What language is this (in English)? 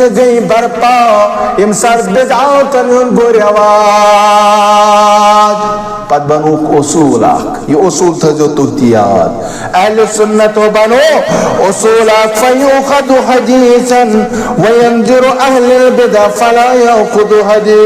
Kashmiri